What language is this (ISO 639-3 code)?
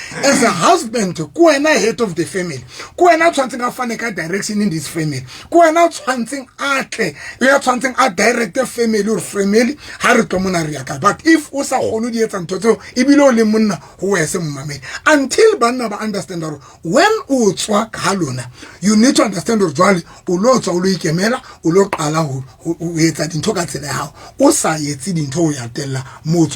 sot